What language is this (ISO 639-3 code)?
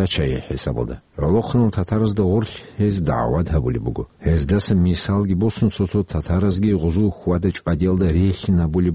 ava